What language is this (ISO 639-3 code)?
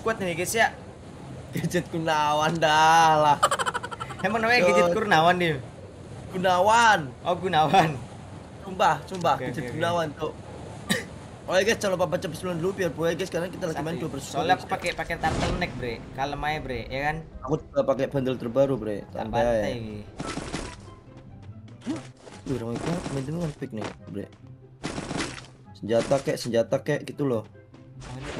ind